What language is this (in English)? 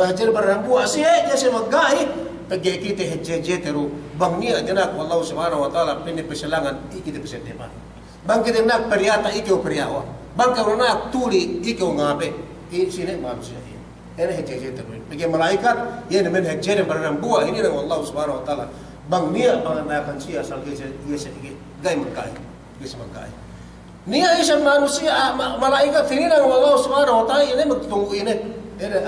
Yakan